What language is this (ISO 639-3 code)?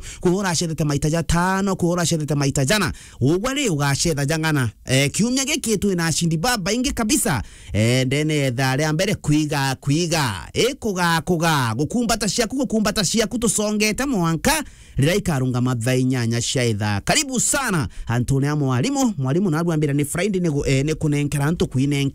mer